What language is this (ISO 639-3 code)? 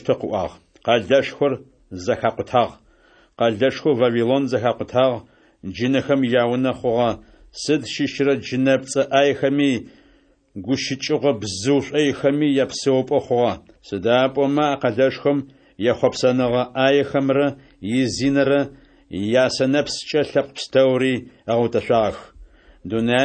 ady